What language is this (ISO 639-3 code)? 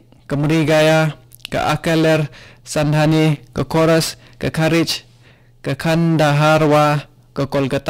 kha